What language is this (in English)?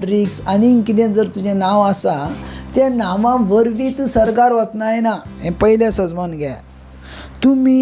Konkani